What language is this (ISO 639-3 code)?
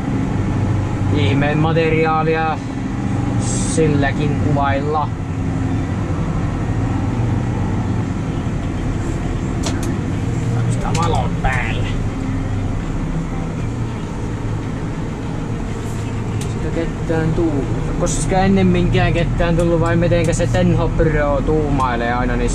fin